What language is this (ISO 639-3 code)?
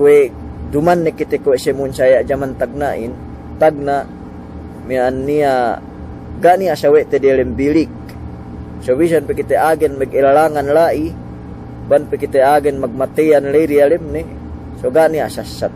yka